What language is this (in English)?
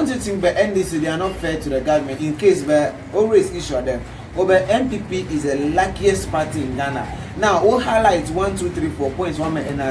Ewe